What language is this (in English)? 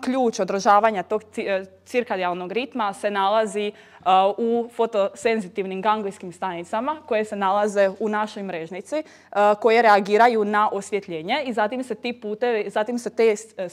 Croatian